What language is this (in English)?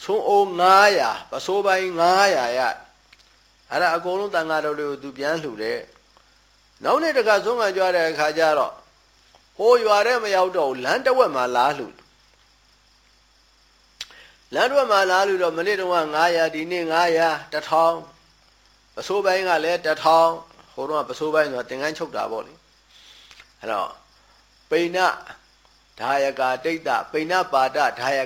Burmese